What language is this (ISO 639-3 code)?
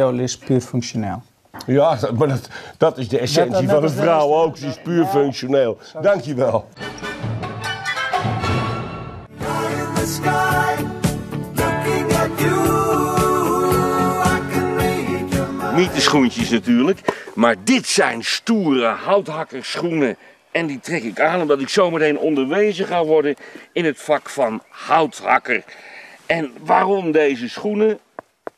nld